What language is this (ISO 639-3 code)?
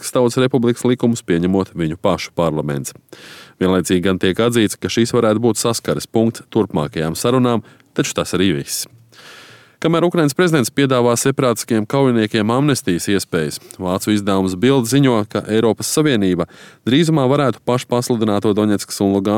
lav